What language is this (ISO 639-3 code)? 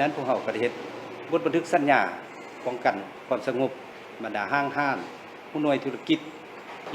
lao